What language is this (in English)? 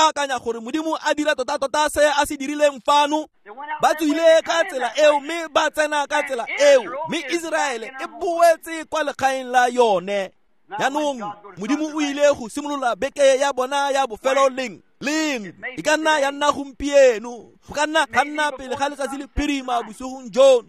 Tswana